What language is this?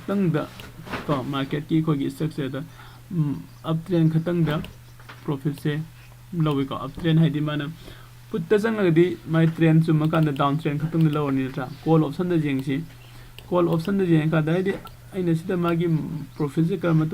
Manipuri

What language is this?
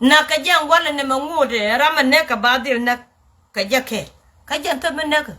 Nuer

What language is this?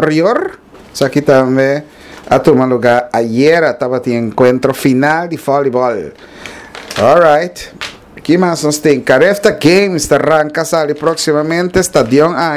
Papiamento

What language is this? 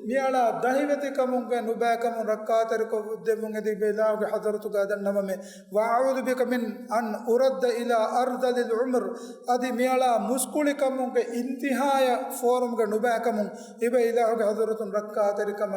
Divehi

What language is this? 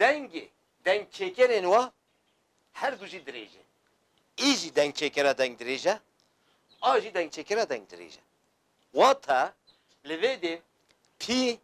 Kurdish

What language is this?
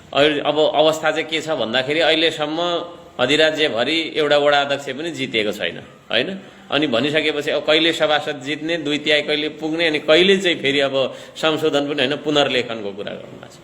Nepali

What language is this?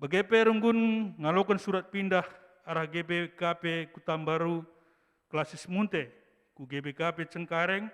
Batak Karo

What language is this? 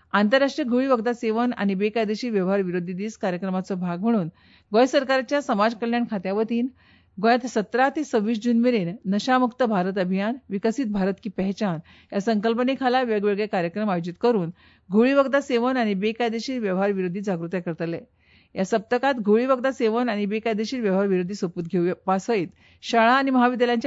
Konkani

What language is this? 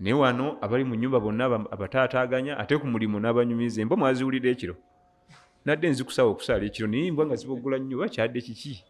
Ganda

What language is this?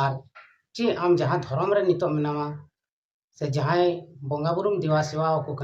Santali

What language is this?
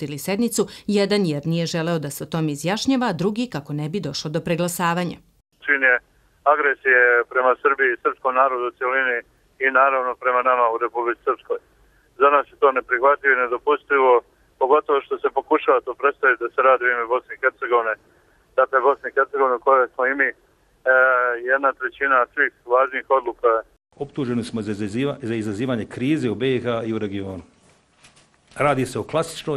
Serbian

